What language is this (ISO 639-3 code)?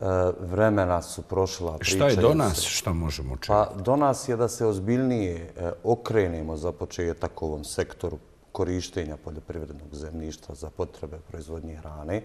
bos